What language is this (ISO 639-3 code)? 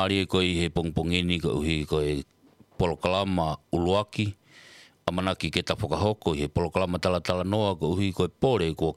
ton